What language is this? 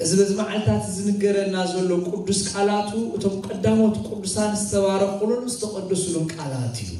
Tigrinya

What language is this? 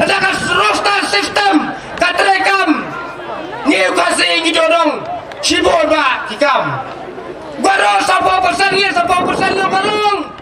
Khasi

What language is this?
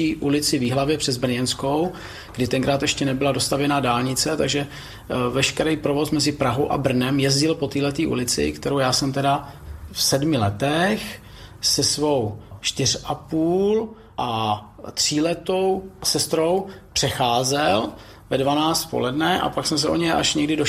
Czech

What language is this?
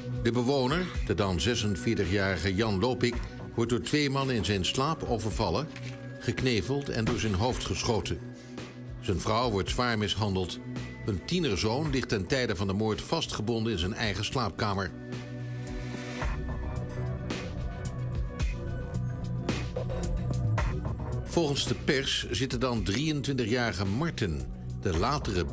Dutch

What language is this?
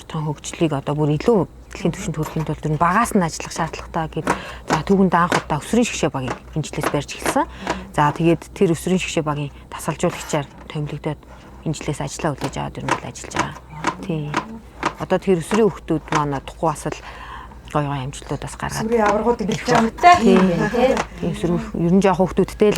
Mongolian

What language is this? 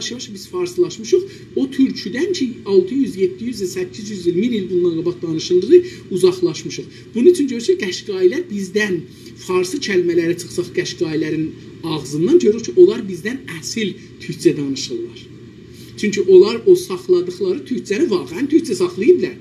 South Azerbaijani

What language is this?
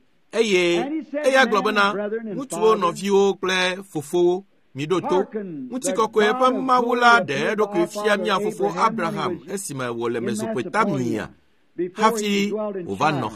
Ewe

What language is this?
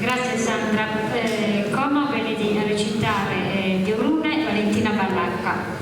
Sardinian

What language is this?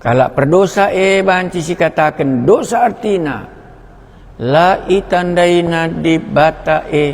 Batak Karo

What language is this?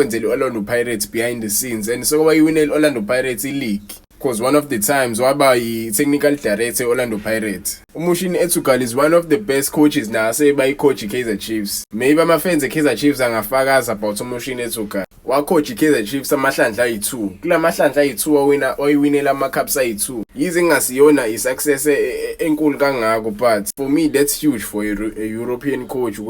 Zulu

